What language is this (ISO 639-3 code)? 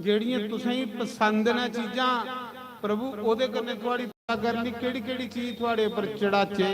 doi